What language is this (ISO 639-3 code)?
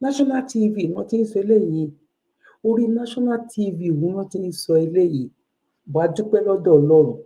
yor